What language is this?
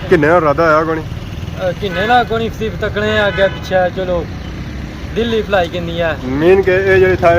Pahari-Potwari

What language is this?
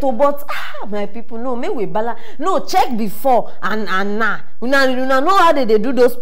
Nigerian Pidgin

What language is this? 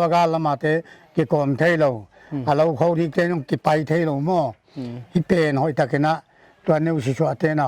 Paite Chin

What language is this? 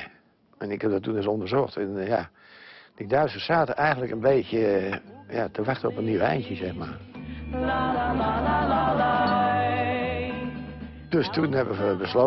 Dutch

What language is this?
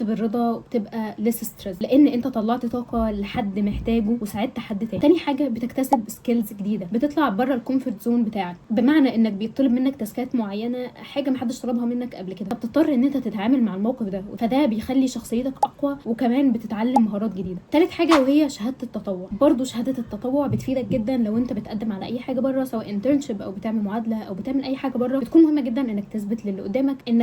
Egyptian Arabic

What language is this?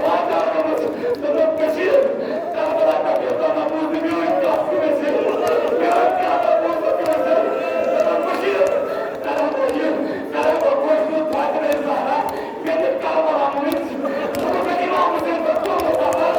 Kashmiri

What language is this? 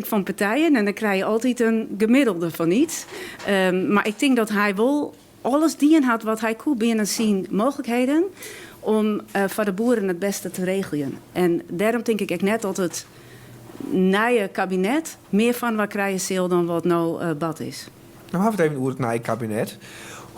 Western Frisian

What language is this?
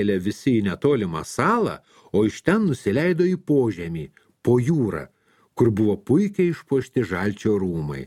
Lithuanian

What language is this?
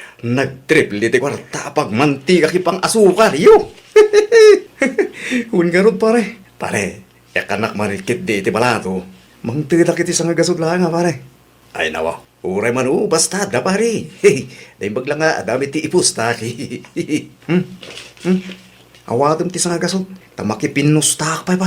Iloko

